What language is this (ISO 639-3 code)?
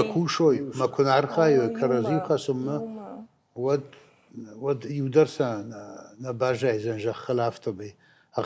oss